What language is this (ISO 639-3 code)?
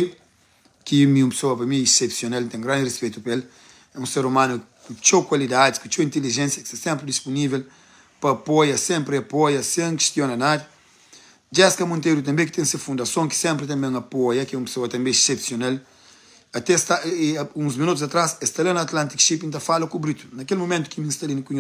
kea